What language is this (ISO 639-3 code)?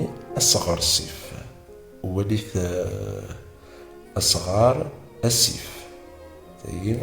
kab